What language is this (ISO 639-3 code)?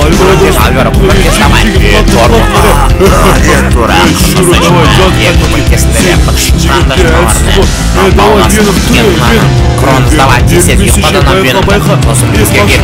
kaz